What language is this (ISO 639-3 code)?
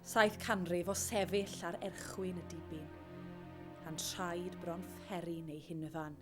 cym